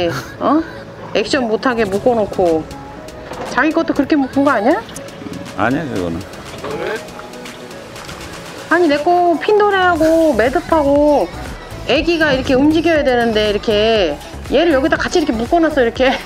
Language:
Korean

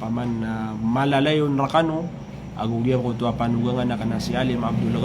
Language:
Maranao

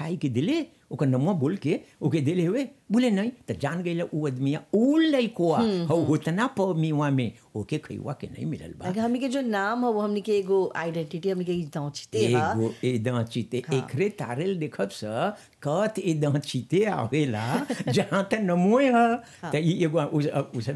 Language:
Bhojpuri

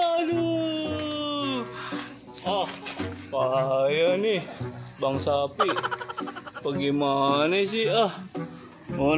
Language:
Betawi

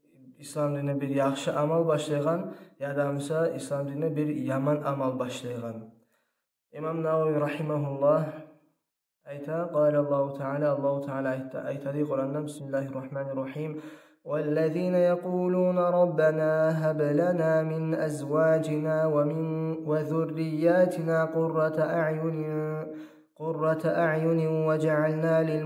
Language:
Kumyk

